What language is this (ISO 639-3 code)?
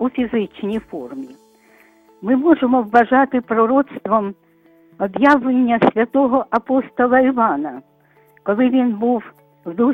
ukr